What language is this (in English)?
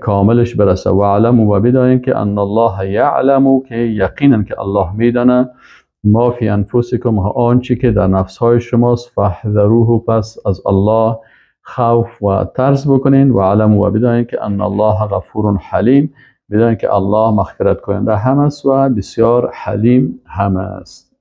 Persian